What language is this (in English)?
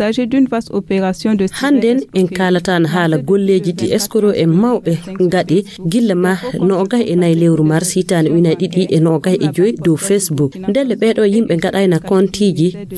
Fula